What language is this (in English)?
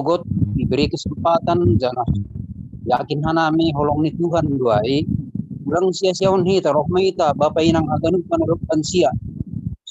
Batak Simalungun